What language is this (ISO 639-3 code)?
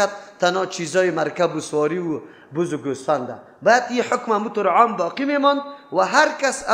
fas